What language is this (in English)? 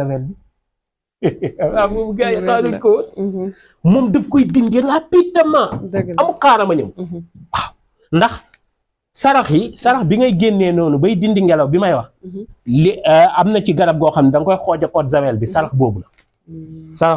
Wolof